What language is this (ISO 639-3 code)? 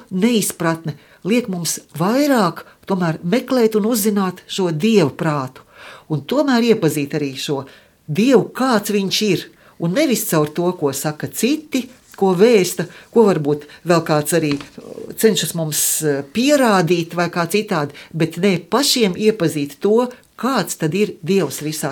lav